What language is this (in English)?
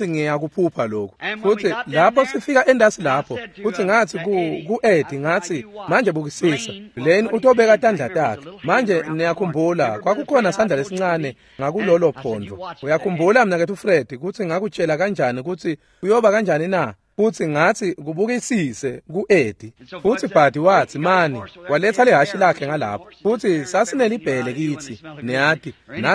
Swati